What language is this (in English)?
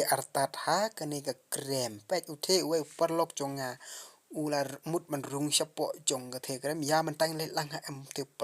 Khasi